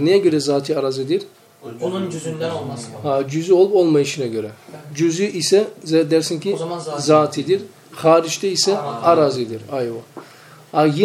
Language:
Turkish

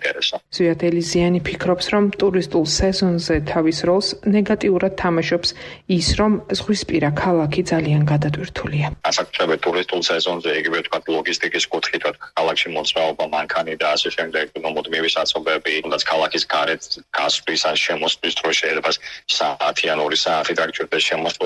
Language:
Georgian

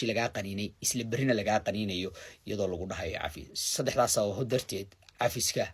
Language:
Somali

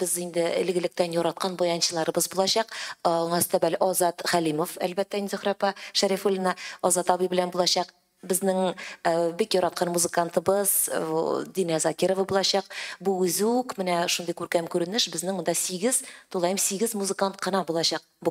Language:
Tatar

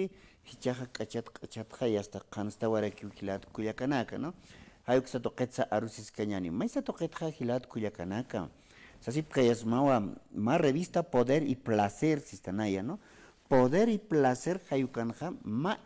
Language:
Aymara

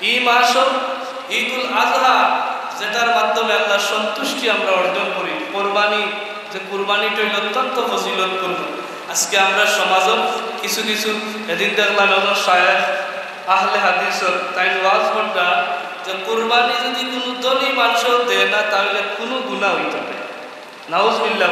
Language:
Sylheti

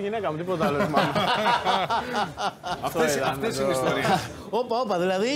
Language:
Greek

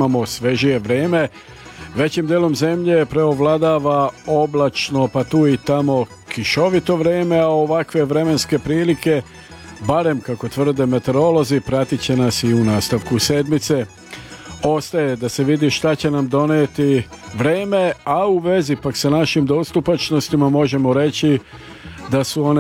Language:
Serbian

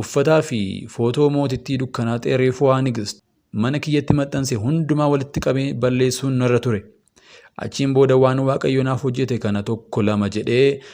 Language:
Oromo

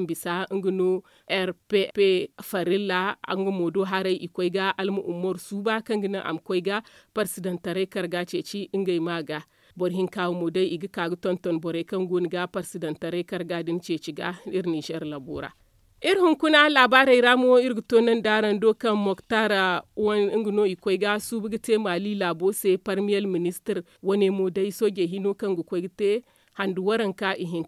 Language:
Zarma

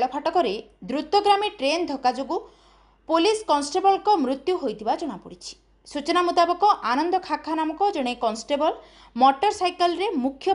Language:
Odia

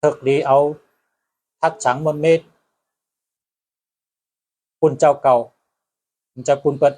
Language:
Shan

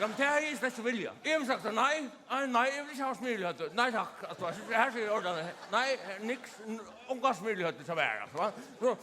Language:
Faroese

